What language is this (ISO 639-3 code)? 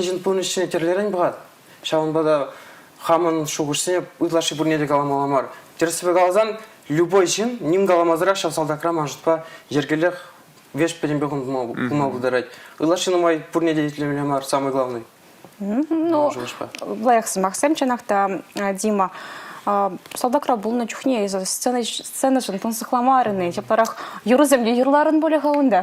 chv